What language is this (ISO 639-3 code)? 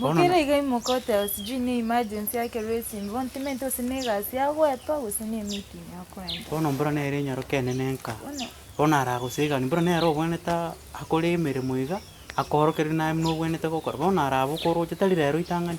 guz